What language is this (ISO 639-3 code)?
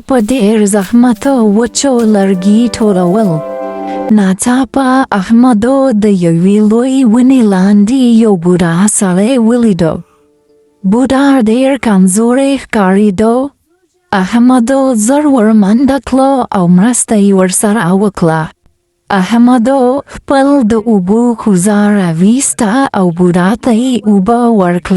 pus